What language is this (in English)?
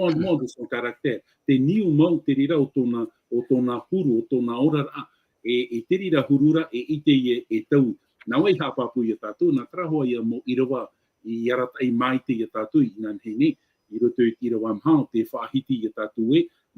Tahitian